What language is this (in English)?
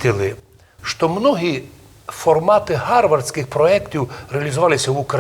Rusyn